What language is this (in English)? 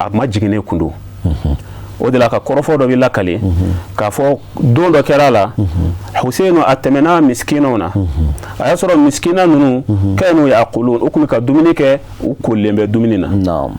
Bambara